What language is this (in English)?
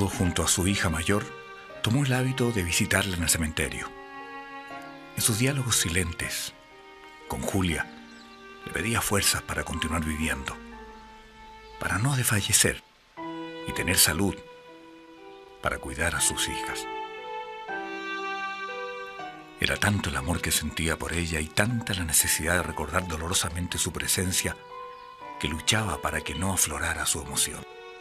Spanish